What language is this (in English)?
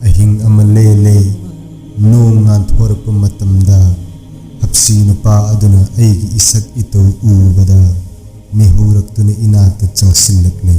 Manipuri